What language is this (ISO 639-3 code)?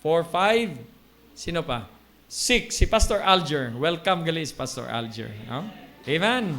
hil